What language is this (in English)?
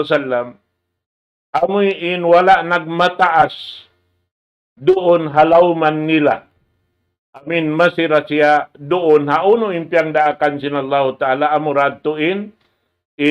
Tausug